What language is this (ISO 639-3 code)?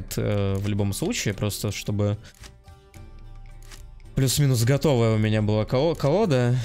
rus